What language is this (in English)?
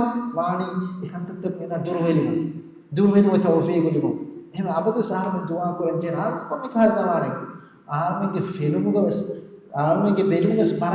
Divehi